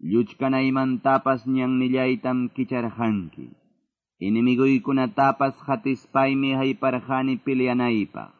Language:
Quechua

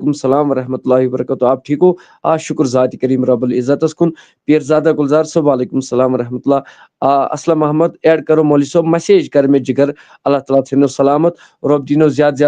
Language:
Kashmiri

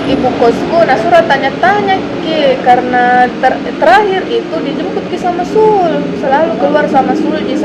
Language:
Makassar Malay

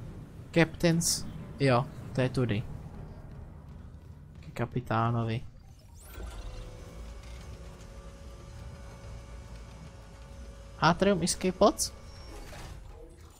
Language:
Czech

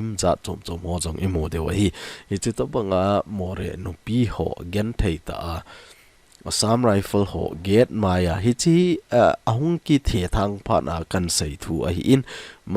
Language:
Thado Chin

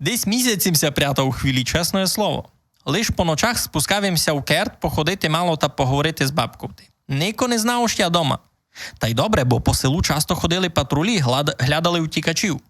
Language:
Rusyn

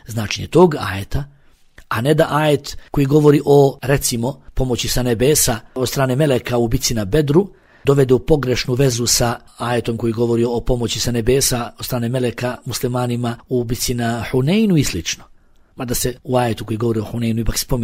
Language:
Bosnian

